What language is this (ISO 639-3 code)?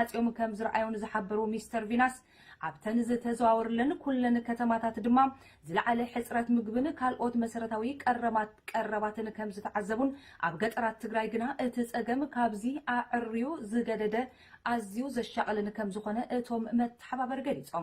tir